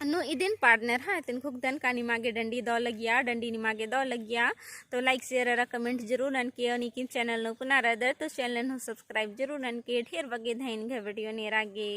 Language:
Kurukh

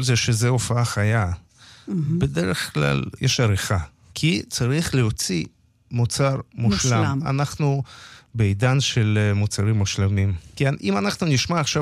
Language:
Hebrew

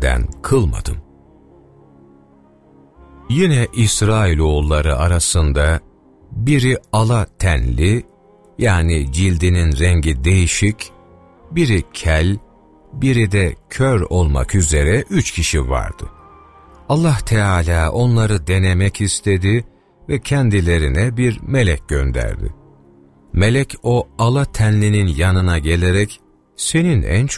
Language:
Turkish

